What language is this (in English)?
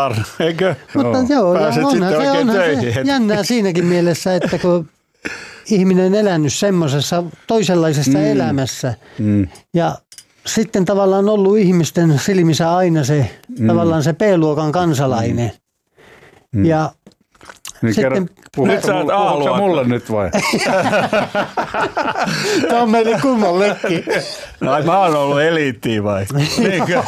Finnish